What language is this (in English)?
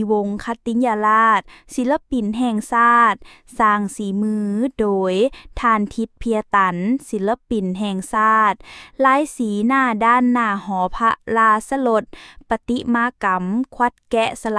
Lao